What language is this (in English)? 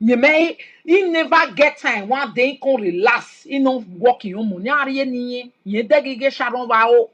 Nigerian Pidgin